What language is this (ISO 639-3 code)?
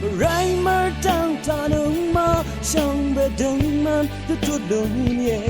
raw